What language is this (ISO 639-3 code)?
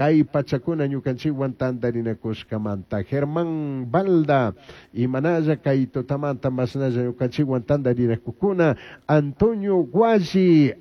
qug